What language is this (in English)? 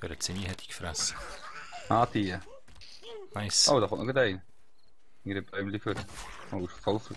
Swiss German